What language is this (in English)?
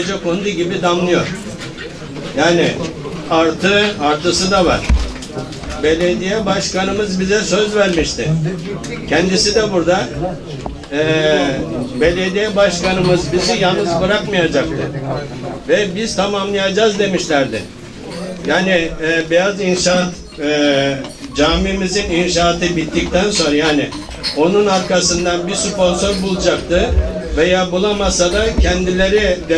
Turkish